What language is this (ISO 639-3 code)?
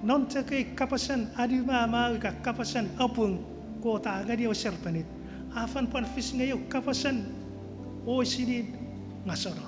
chk